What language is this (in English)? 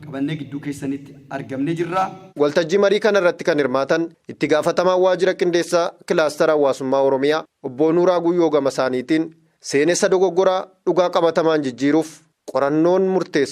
Oromo